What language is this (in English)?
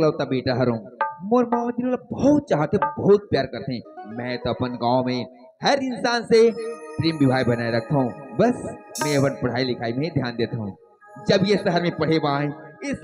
Chhattisgarhi